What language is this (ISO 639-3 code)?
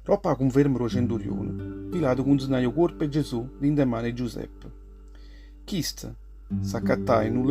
nap